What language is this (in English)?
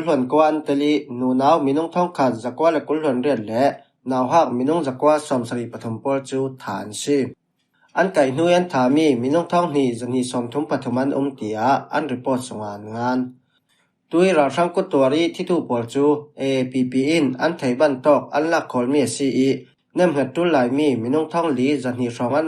Falam Chin